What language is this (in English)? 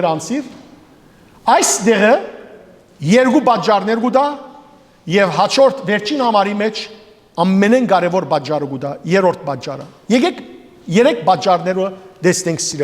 Western Armenian